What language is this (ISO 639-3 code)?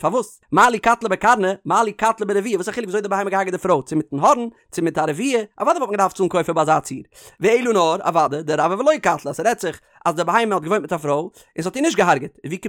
yid